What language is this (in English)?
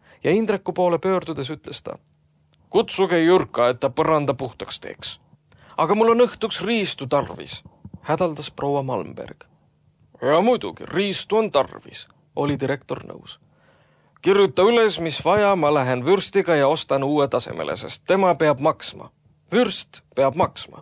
Estonian